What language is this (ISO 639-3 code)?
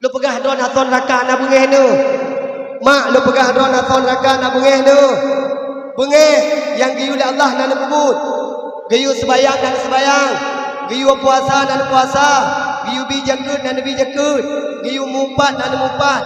ace